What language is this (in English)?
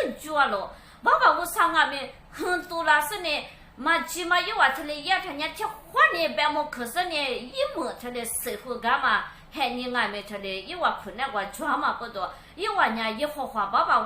Lisu